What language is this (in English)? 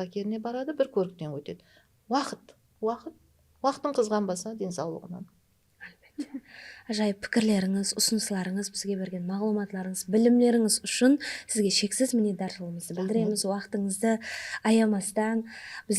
Kara-Kalpak